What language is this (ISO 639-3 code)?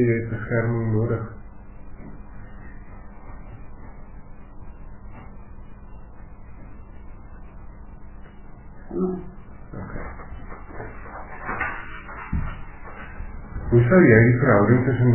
afr